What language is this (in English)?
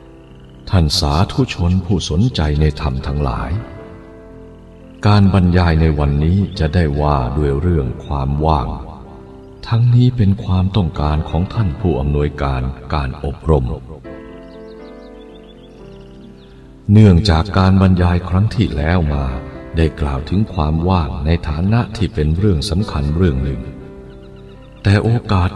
Thai